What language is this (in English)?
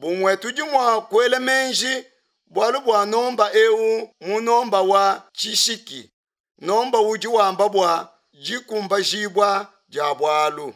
Luba-Lulua